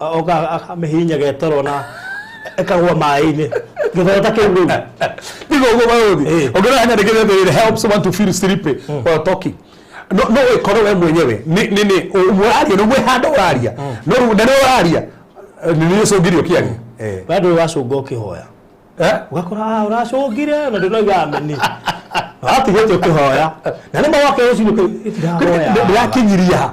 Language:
Kikuyu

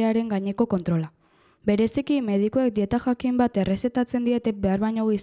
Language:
Basque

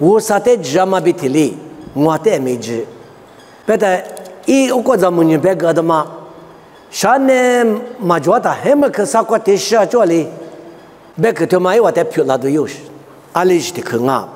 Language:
Lisu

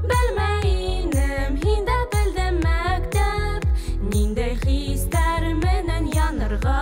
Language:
Bashkir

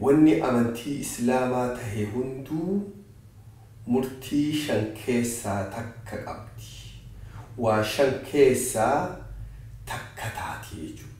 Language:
Oromo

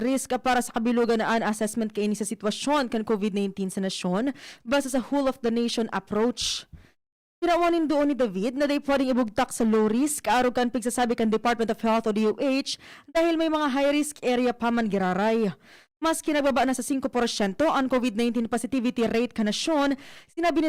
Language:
Bikol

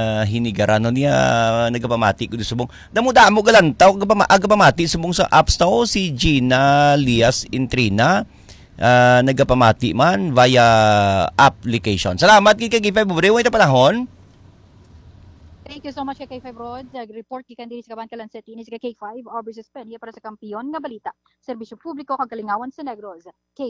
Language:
Hiligaynon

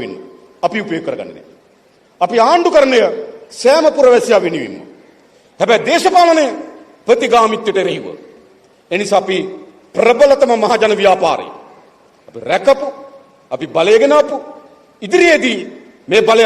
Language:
Sinhala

